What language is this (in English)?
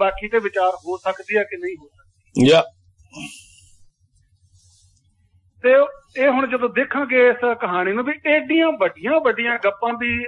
Punjabi